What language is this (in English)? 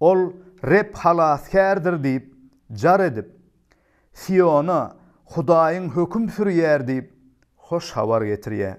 Turkmen